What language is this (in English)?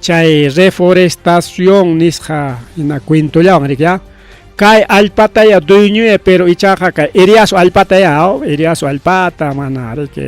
Ayacucho Quechua